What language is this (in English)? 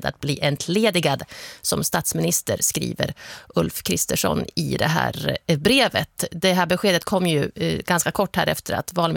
Swedish